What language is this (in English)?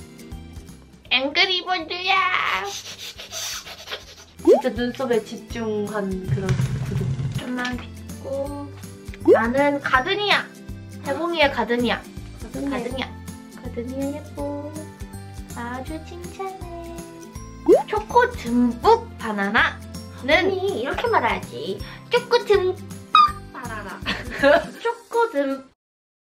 Korean